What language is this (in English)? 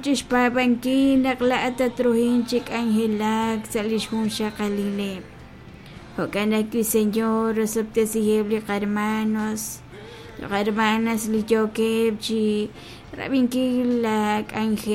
Kekchí